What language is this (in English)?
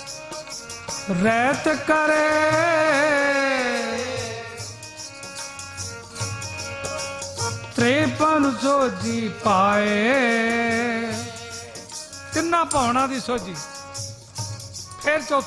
Punjabi